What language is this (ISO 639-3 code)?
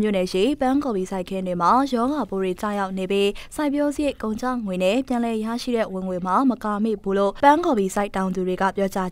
mya